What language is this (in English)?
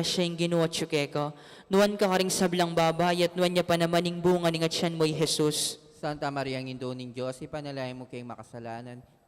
Pampanga